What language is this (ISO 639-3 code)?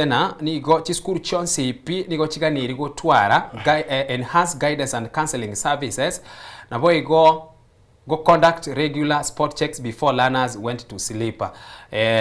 guz